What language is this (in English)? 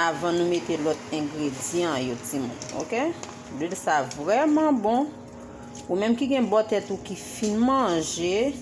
Haitian Creole